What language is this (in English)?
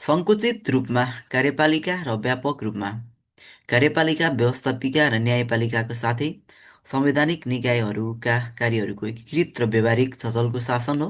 Nepali